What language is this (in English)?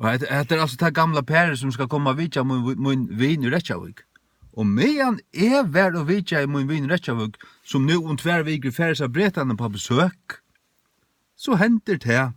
Faroese